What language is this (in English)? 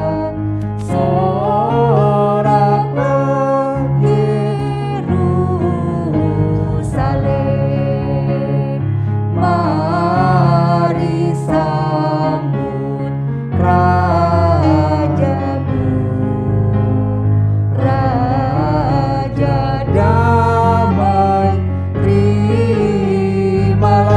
Indonesian